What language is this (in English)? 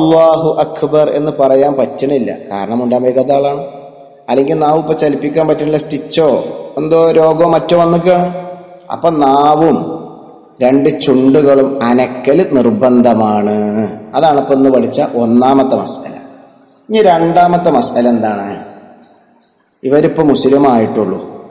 Malayalam